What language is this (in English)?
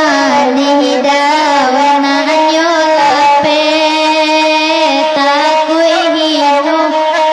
Minangkabau